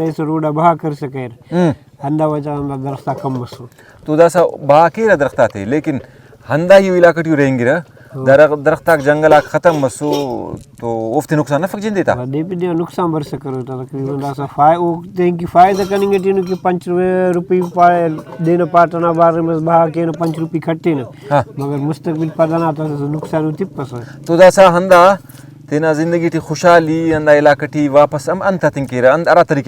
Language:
Brahui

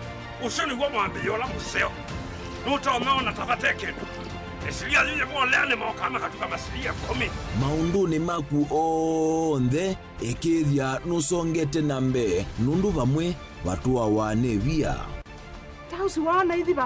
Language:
Kamba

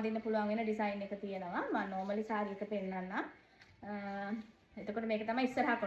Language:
Sinhala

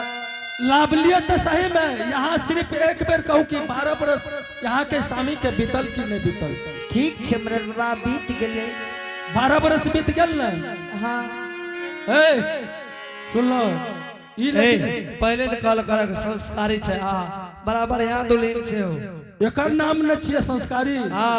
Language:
Angika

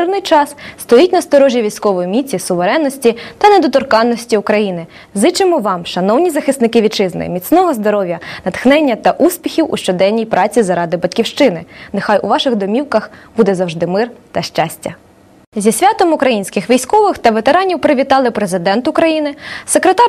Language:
Ukrainian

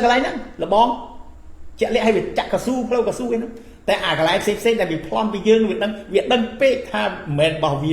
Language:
Khmer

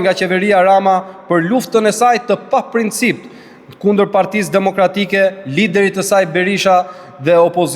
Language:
Albanian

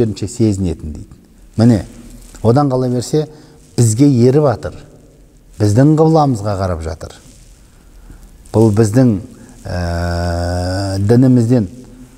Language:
Kazakh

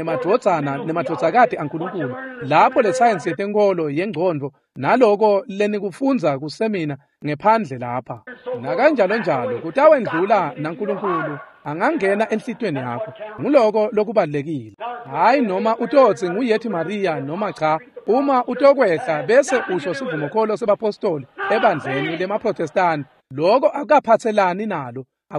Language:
Swati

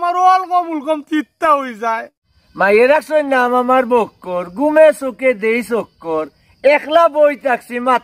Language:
Sylheti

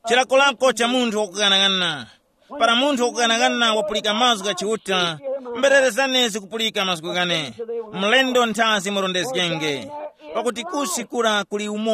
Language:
Tumbuka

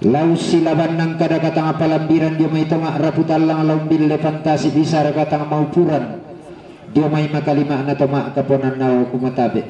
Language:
Toraja-Sa'dan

